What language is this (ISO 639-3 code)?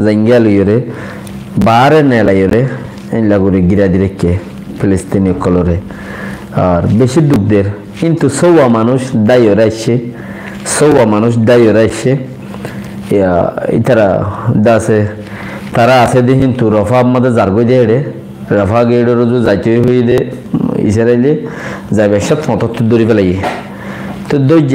rhg